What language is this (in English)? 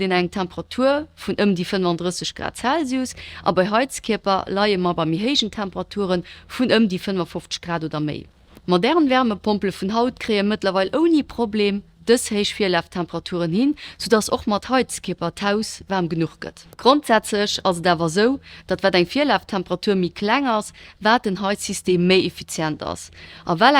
Luxembourgish